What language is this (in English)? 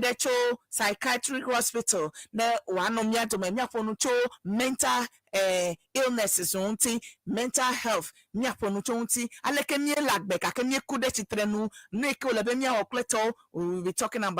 Ewe